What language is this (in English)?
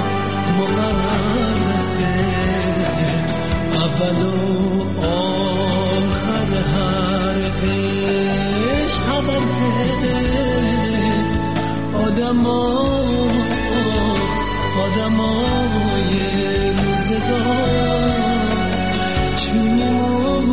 Persian